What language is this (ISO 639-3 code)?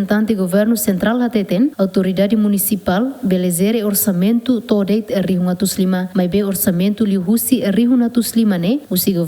tet